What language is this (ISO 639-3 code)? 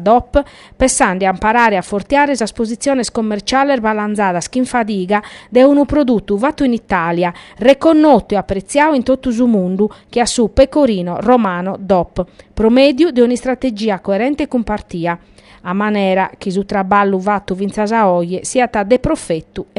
srd